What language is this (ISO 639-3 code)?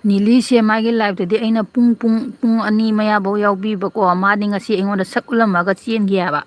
mni